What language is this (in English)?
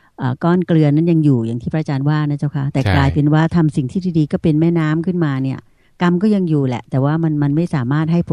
Thai